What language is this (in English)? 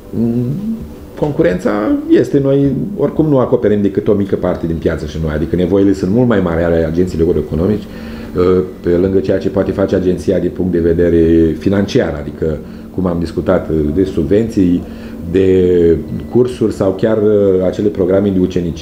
Romanian